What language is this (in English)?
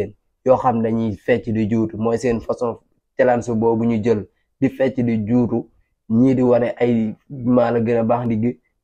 Wolof